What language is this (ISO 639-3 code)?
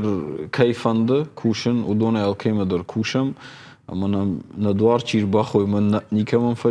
oss